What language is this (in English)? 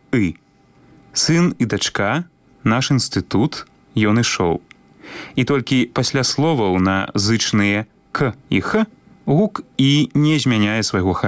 Belarusian